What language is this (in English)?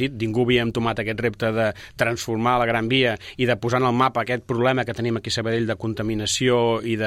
Catalan